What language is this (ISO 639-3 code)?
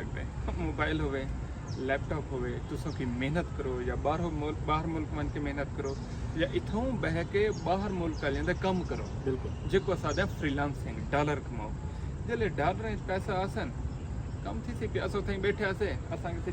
skr